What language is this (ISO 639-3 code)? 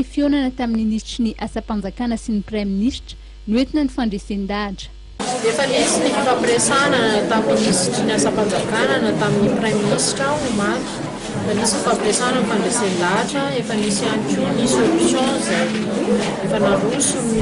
mlg